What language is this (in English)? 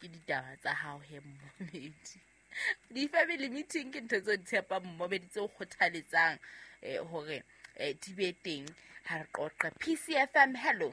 Southern Sotho